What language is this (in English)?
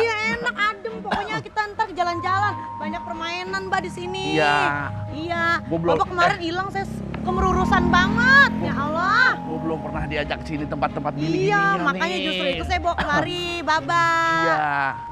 Betawi